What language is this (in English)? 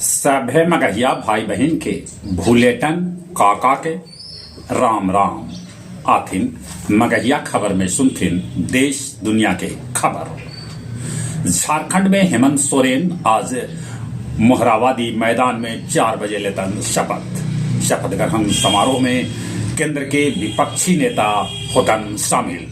Magahi